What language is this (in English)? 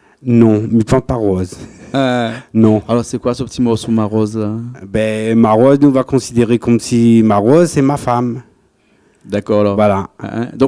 Réunion Creole French